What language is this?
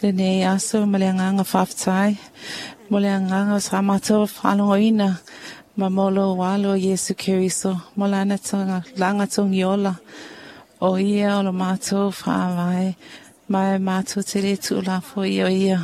Samoan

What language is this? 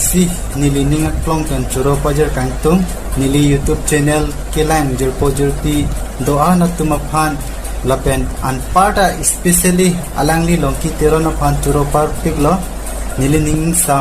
Karbi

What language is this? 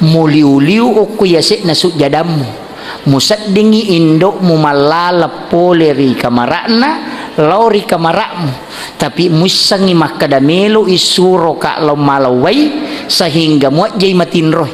Buginese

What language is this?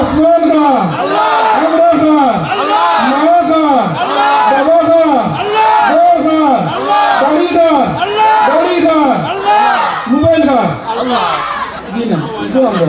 Sylheti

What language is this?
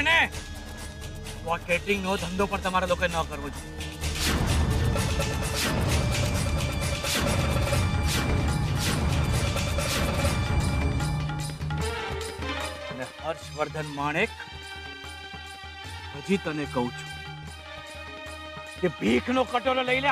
Gujarati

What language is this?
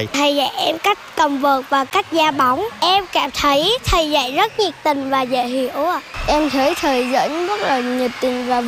Vietnamese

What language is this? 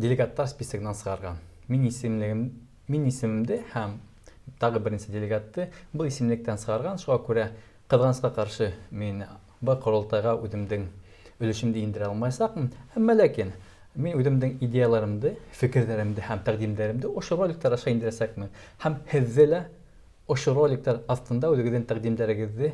Bashkir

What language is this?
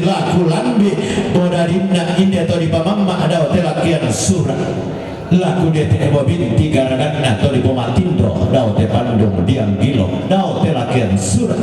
Toraja-Sa'dan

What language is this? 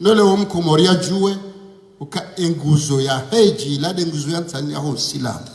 Ngazidja Comorian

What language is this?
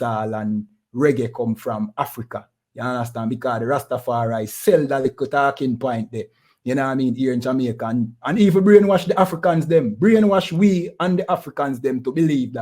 Jamaican Creole English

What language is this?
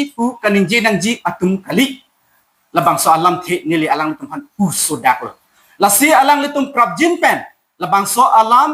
Karbi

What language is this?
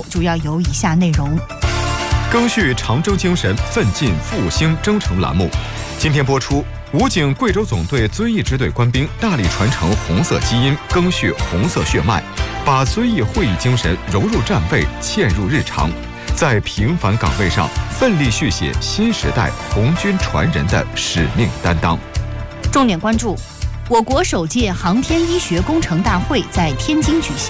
Chinese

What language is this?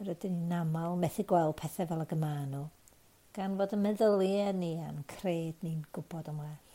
Welsh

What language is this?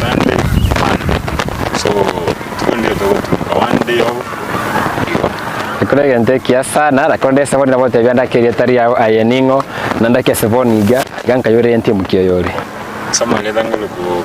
Gusii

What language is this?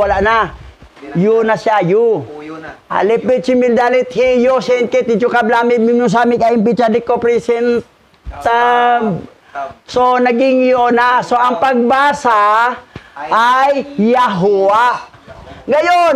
Filipino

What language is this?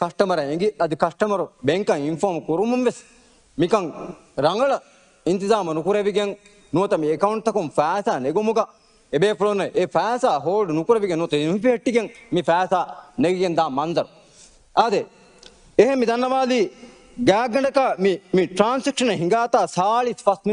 Divehi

